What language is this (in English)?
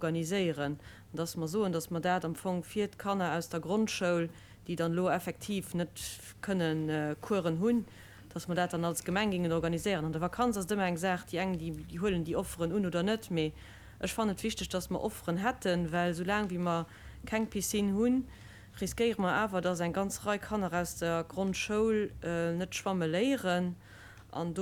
Luxembourgish